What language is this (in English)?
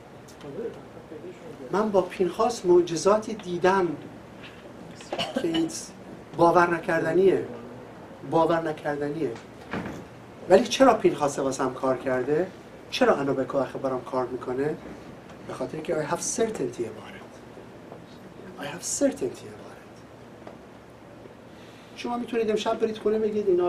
Persian